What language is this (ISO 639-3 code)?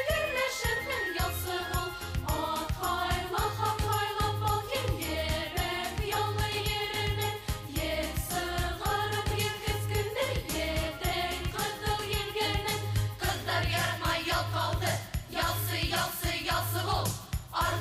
bak